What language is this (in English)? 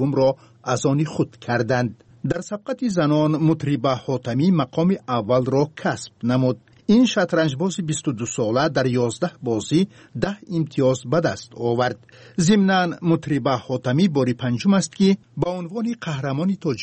Tajik